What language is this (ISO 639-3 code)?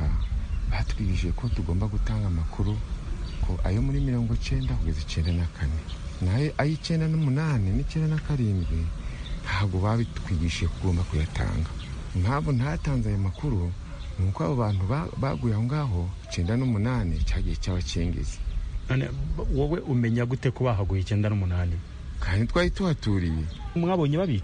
kin